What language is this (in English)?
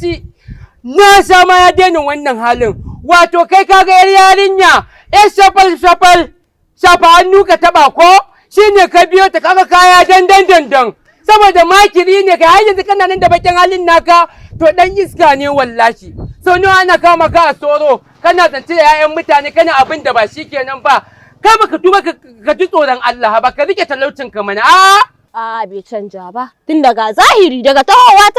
Hausa